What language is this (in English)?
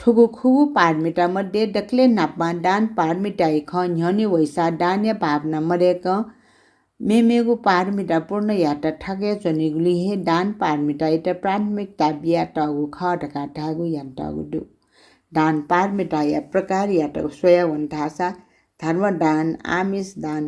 Newari